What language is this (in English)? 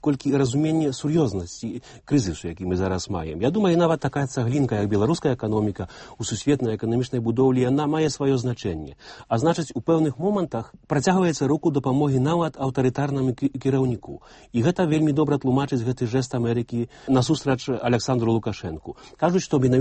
Belarusian